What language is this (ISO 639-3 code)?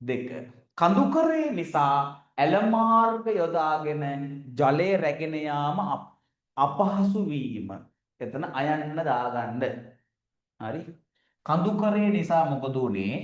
sin